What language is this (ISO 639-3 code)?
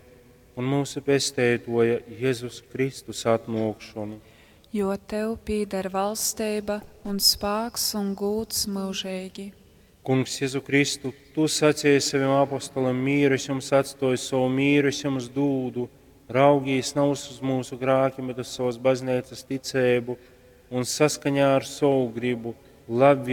ltg